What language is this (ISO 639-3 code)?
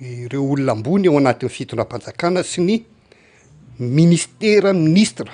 mlg